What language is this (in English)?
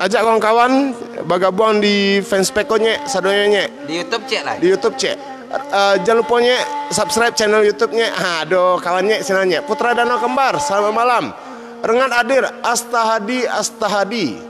Minangkabau